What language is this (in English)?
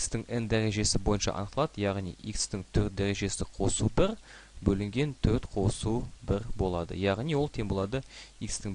Kazakh